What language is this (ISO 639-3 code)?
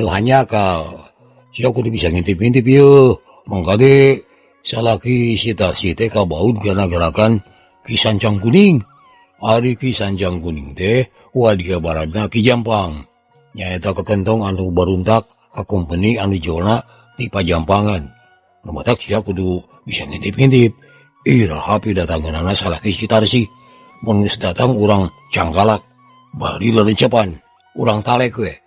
sun